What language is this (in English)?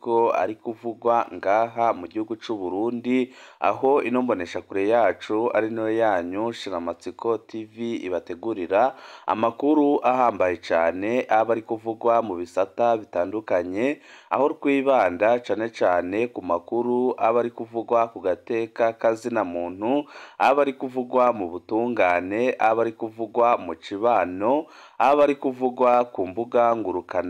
Rundi